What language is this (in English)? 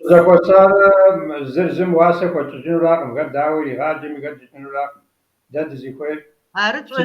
Kabardian